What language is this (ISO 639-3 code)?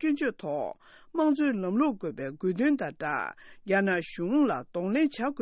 bod